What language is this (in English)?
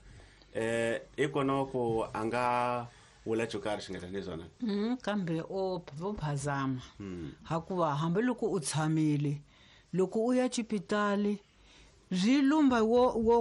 Tsonga